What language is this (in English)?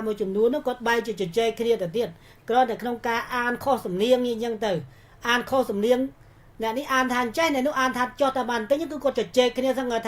Khmer